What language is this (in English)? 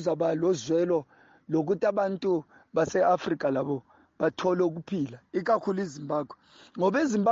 North Ndebele